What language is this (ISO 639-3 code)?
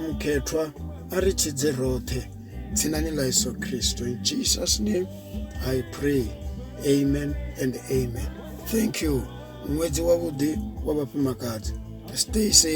ven